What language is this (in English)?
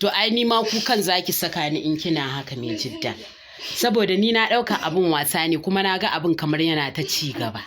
Hausa